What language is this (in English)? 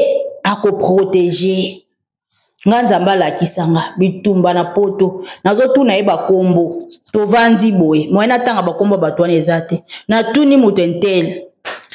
Lingala